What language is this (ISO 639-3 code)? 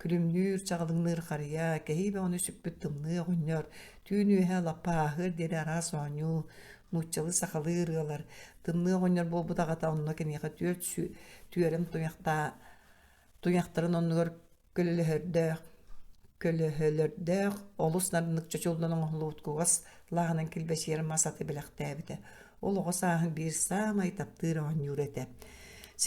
sah